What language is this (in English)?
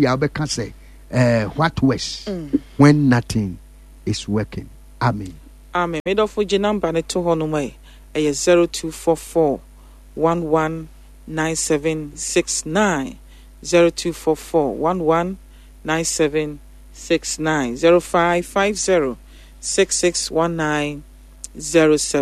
Akan